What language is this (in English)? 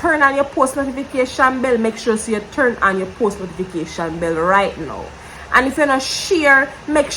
Jamaican Creole English